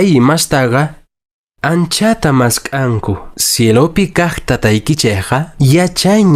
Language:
Quechua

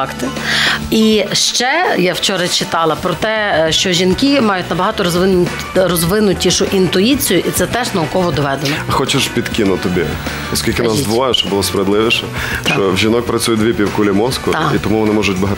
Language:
Ukrainian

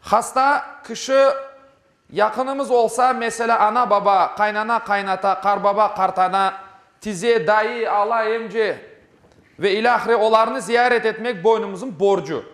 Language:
Crimean Tatar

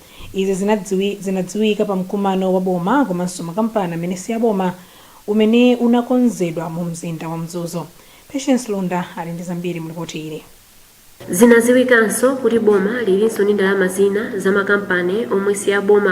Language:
Nyanja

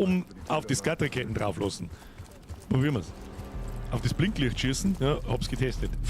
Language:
Bavarian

